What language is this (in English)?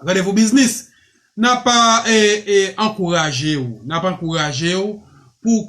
Haitian Creole